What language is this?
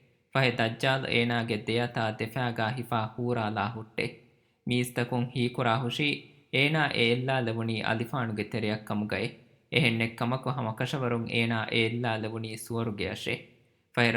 Divehi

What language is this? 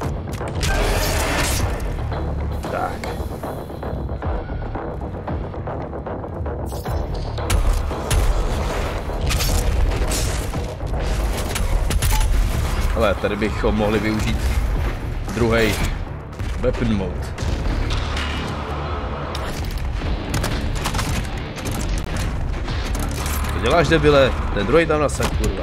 Czech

